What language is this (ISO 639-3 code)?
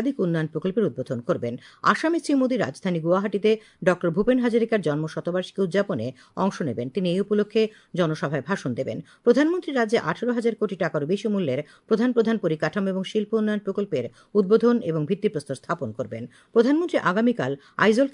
ben